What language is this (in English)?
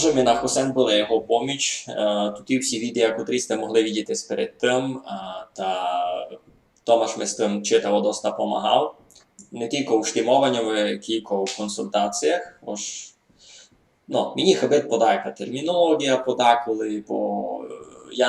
Rusyn